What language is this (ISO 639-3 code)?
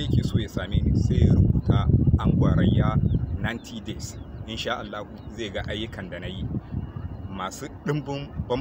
hau